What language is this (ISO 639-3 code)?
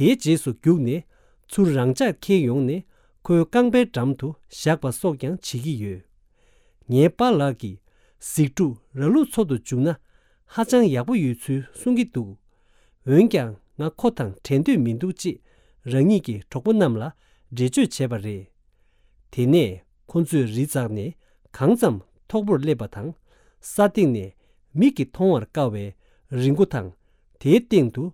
bod